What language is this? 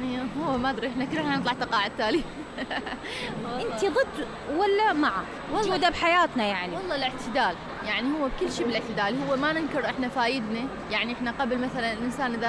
Mesopotamian Arabic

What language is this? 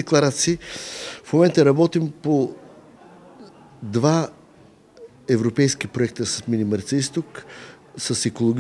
Bulgarian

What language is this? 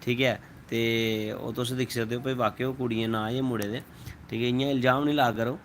Dogri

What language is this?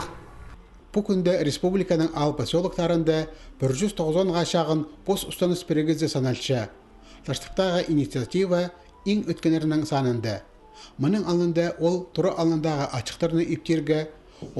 Khakas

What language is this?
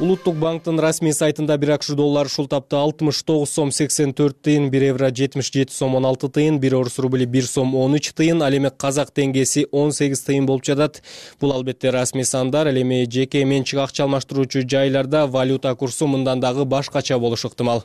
Kyrgyz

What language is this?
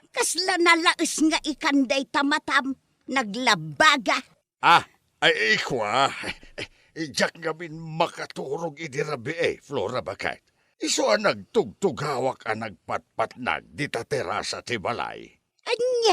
Iloko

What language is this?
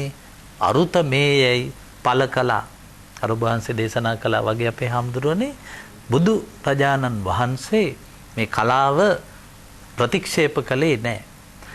Sinhala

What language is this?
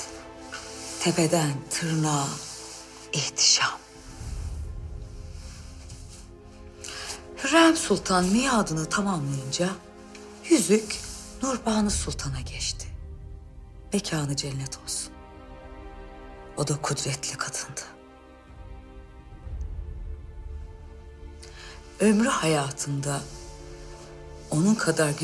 Turkish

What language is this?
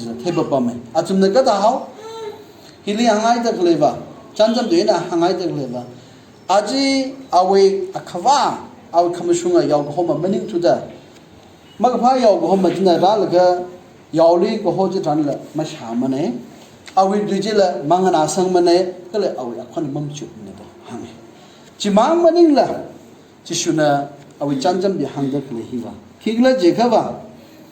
Tangkhul Naga (India)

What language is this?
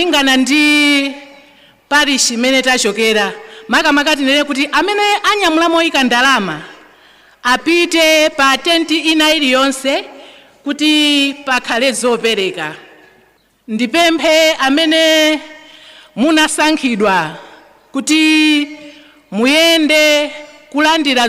Nyanja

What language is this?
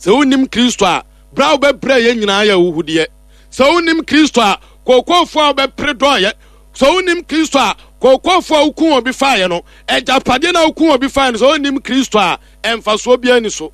Akan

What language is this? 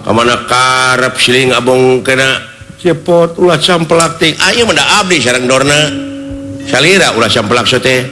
Sundanese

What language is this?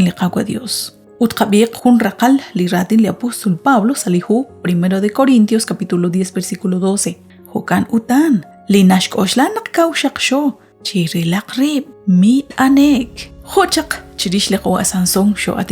Kekchí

